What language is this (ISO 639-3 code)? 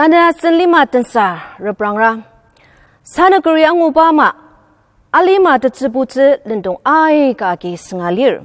njo